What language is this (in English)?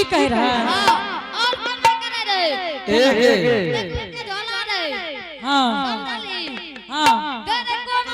Angika